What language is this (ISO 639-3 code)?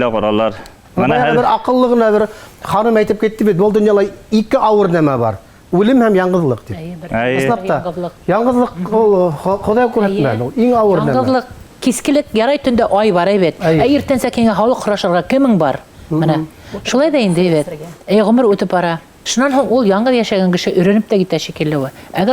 bak